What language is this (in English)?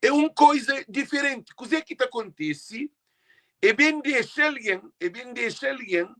Kabuverdianu